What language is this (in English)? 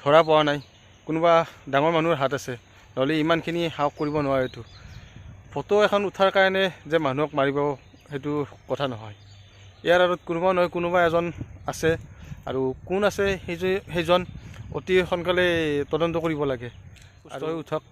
Assamese